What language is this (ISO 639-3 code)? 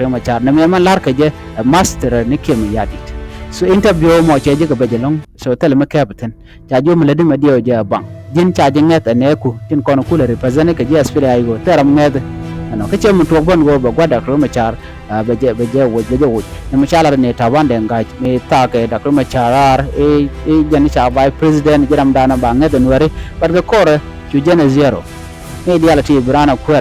nus